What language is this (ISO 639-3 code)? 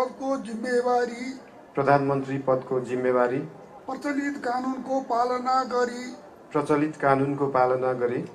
nep